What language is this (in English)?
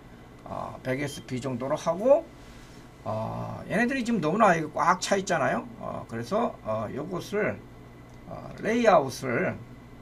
Korean